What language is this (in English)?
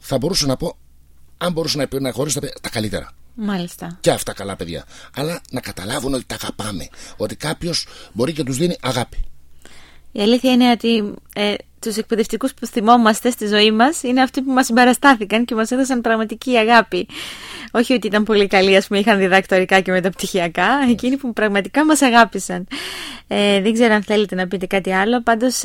Greek